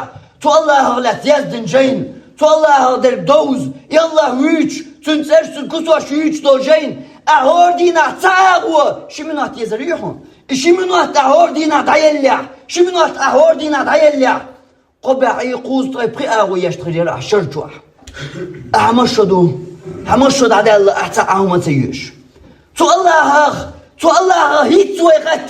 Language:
Chechen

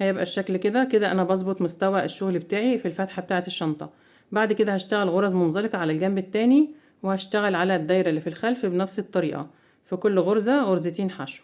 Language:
Egyptian Arabic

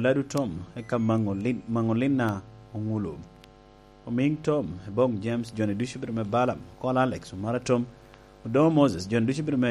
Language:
Lango (Uganda)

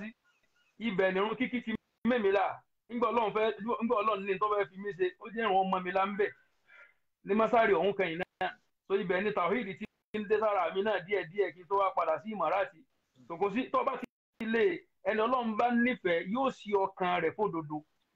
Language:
Yoruba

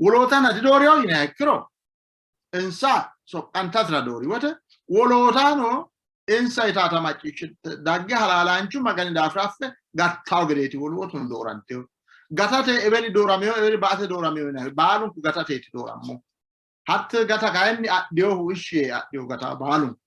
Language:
Sidamo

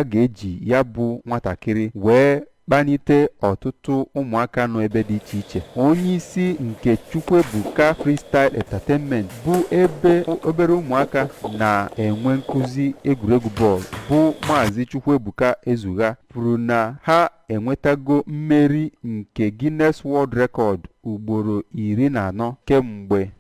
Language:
Igbo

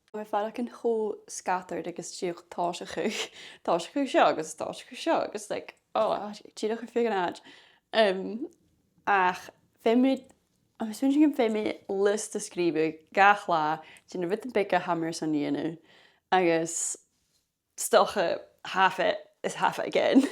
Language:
Scottish Gaelic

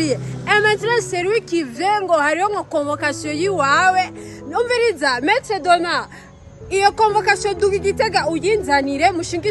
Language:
Rundi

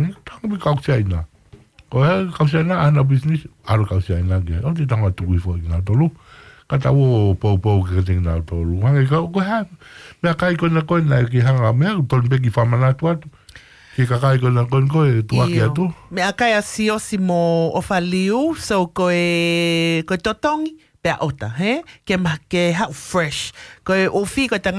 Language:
Tongan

